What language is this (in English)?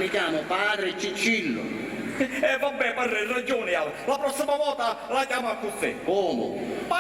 Sicilian